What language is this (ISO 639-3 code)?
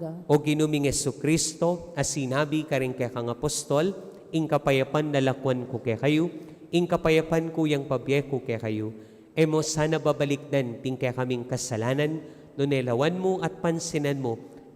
pam